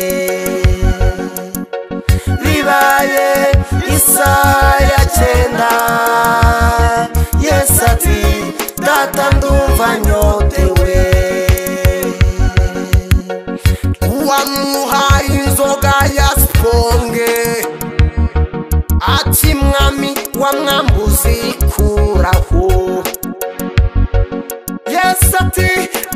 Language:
Kinyarwanda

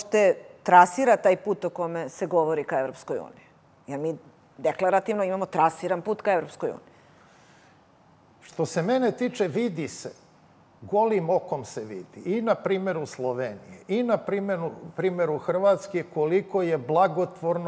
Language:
Serbian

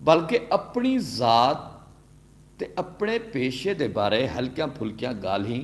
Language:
Saraiki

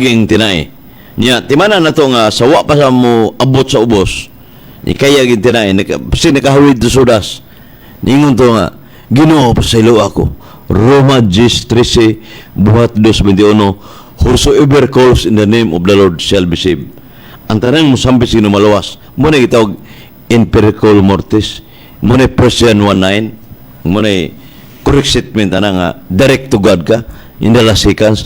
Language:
Cebuano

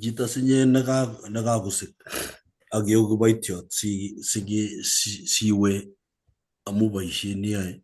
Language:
Kalenjin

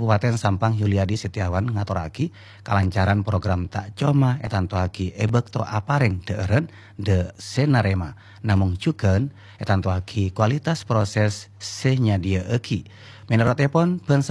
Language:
Madurese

